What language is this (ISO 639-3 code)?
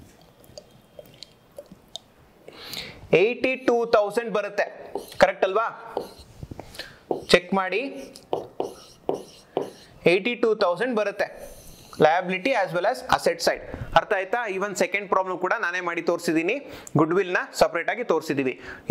kan